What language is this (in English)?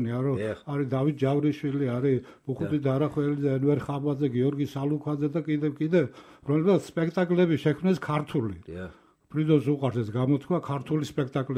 Georgian